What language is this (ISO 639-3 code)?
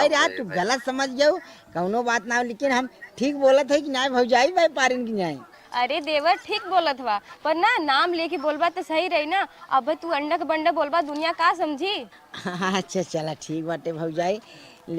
bho